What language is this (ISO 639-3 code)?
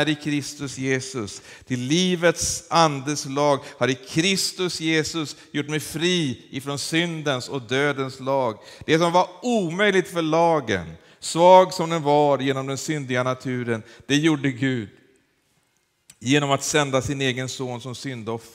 swe